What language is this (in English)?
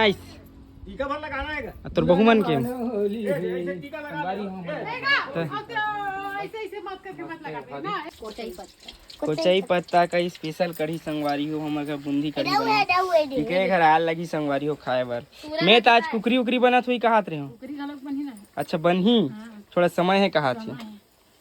Chhattisgarhi